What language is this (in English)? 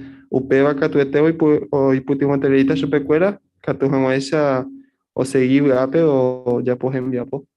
Guarani